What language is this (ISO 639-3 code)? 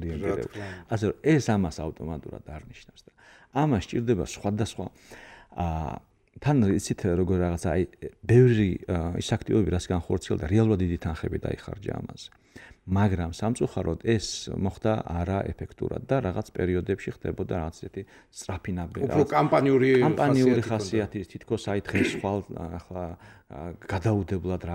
kat